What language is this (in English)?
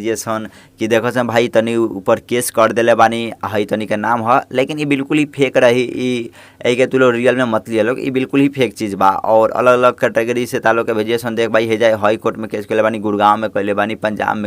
Bhojpuri